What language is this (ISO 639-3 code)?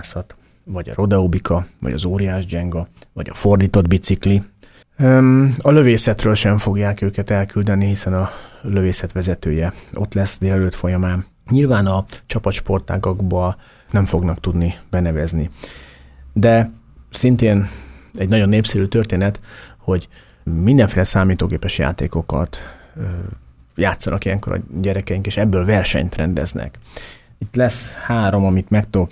hun